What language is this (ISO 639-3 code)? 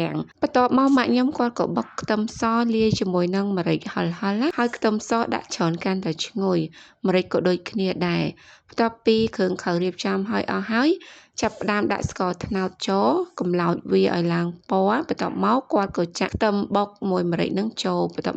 khm